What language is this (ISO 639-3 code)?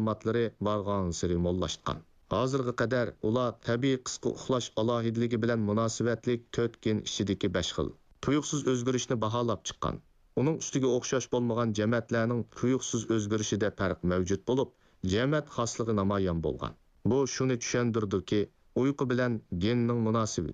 uig